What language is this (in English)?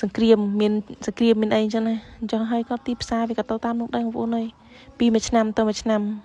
Khmer